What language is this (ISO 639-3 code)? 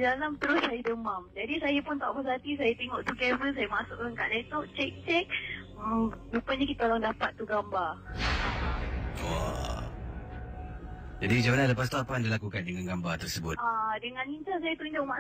msa